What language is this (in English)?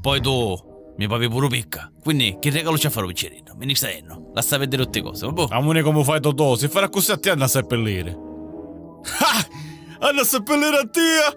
Sicilian